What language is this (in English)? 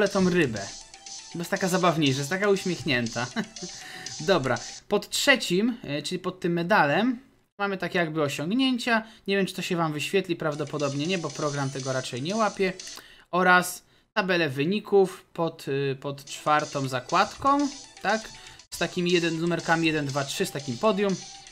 Polish